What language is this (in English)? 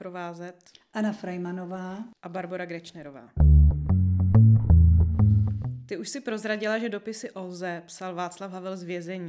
Czech